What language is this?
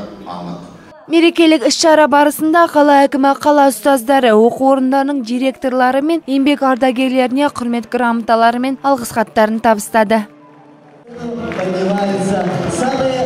Kazakh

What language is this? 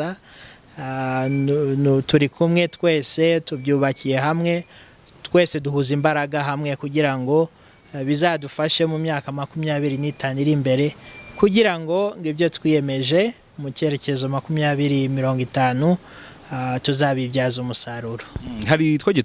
Kinyarwanda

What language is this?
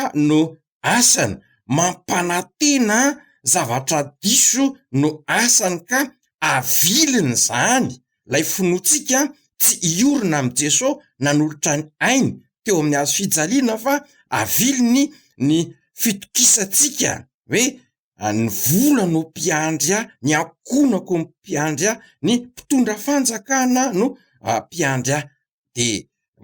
Malagasy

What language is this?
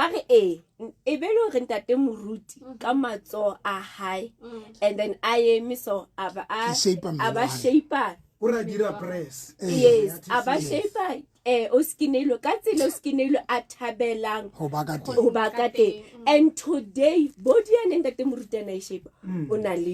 Southern Sotho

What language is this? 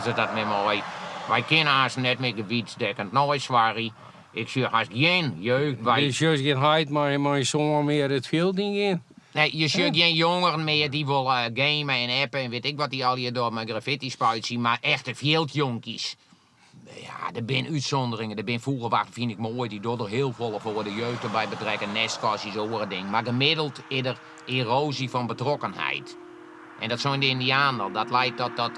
Western Frisian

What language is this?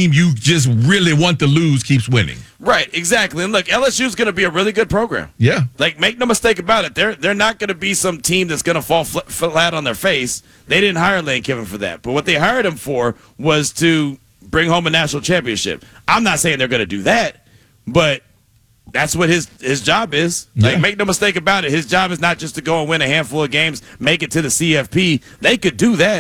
English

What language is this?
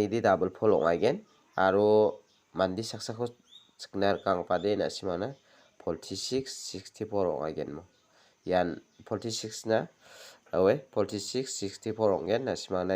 Garo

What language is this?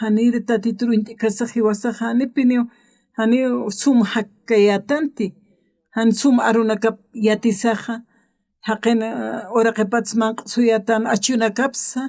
Aymara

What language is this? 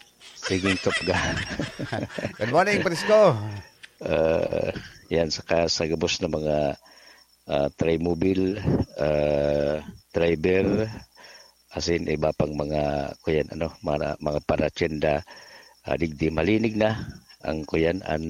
Bikol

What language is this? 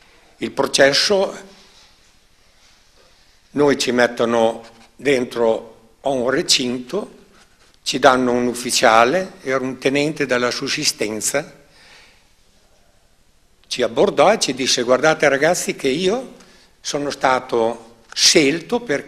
Italian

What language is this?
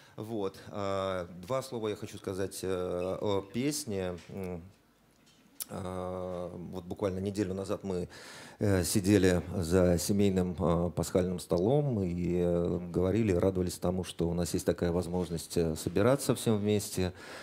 Russian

